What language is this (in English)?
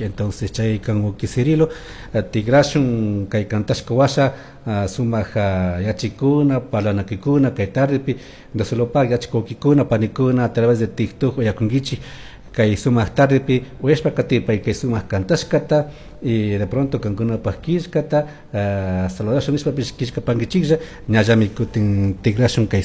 Chimborazo Highland Quichua